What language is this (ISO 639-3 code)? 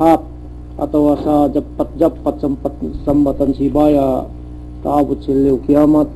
yka